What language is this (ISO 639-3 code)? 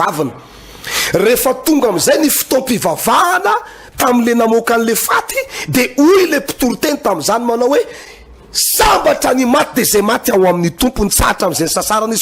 mlg